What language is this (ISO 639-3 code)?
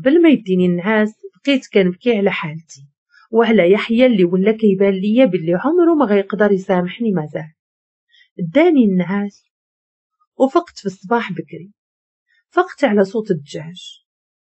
ary